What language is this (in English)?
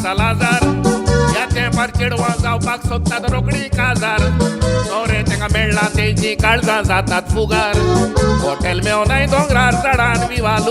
Konkani